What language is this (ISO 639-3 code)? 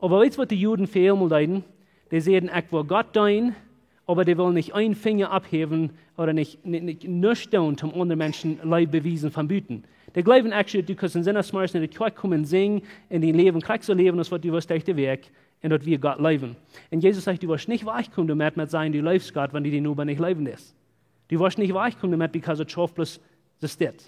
pdt